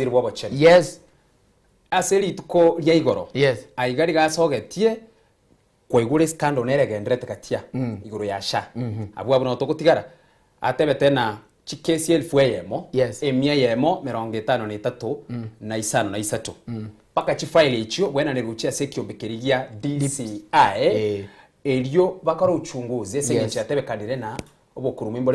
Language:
Gusii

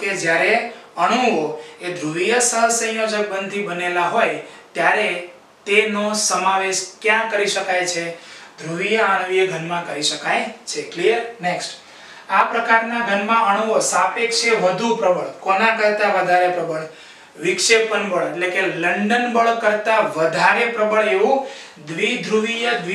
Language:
Gujarati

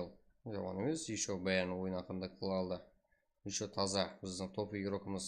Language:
Kara-Kalpak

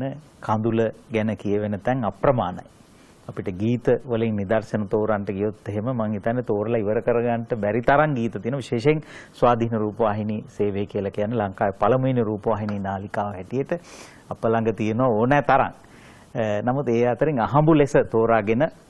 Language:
Sinhala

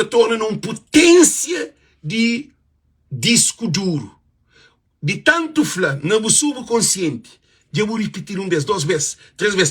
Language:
Kabuverdianu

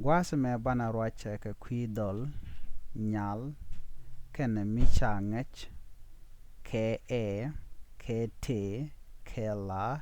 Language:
Nuer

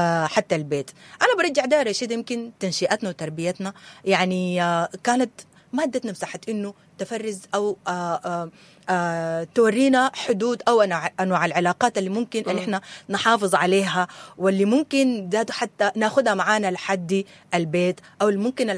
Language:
Sudanese Arabic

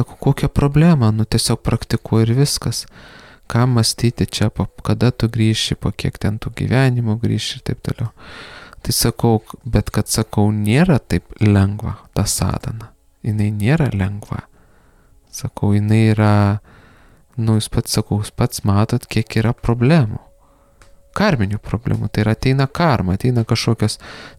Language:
Lithuanian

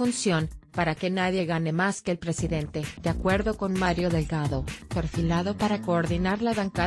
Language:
Spanish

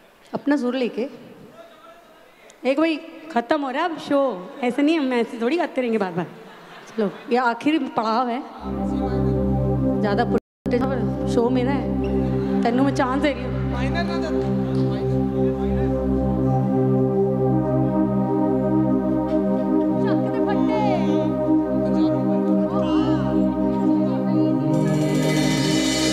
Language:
Hindi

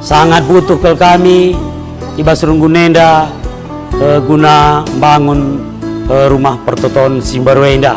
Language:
Batak Karo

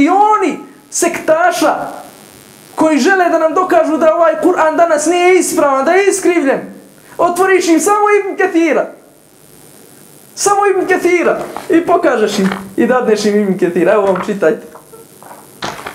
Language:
Bosnian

